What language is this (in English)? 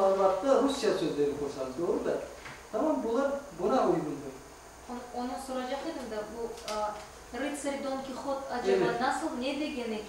Crimean Tatar